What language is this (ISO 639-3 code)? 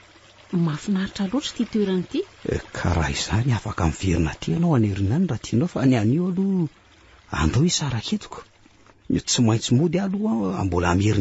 mlg